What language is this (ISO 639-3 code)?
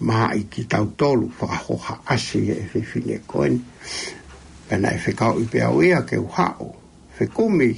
ton